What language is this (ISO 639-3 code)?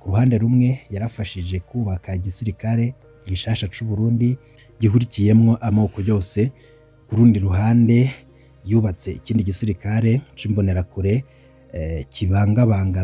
run